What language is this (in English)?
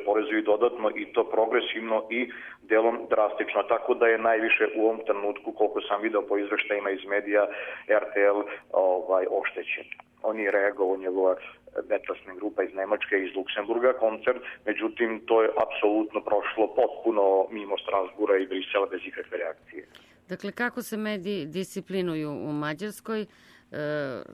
Serbian